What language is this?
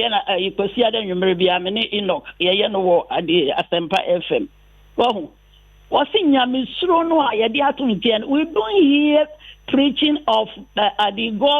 Akan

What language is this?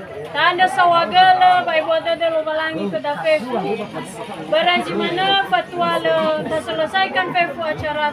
Nias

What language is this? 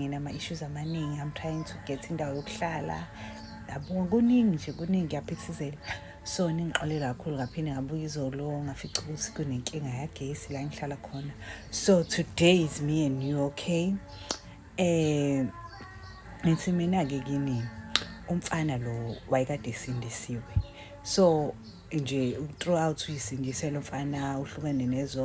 Zulu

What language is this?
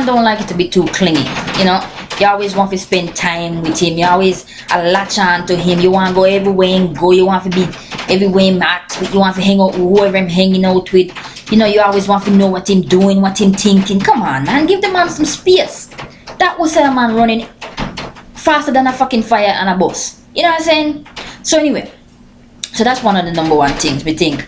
Jamaican Creole English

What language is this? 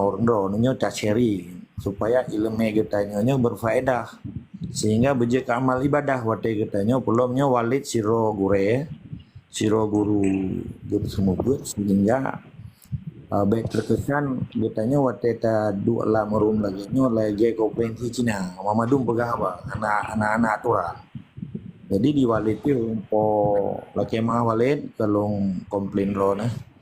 Achinese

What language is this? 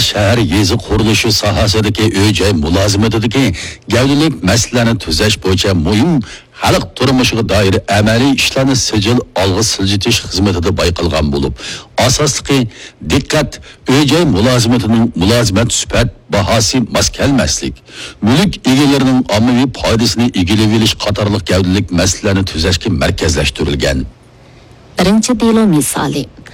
Uyghur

